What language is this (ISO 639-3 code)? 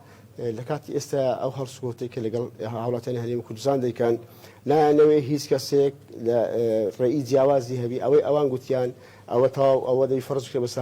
ckb